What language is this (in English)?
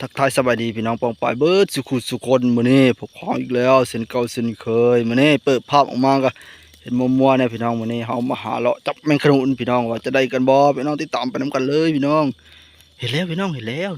Northeastern Thai